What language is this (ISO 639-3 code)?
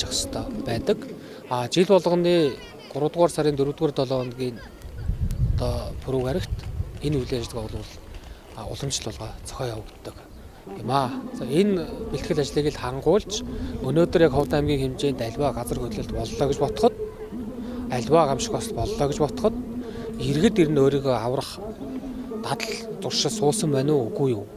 mon